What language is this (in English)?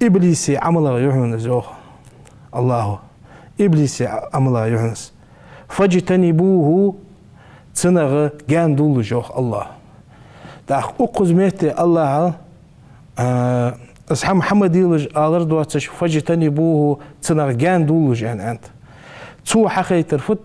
Ingush